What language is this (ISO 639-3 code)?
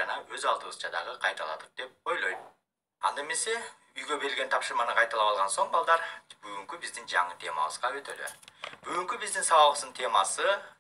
kir